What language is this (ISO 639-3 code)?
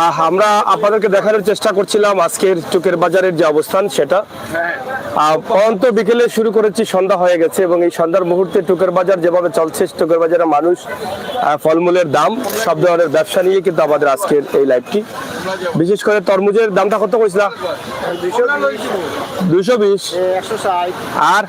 syl